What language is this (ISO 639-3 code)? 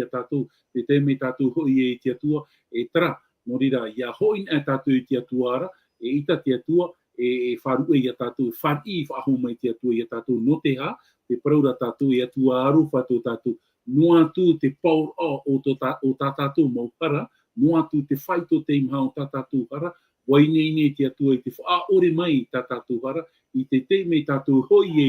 tah